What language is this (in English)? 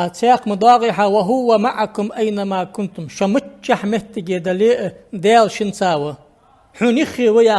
Ingush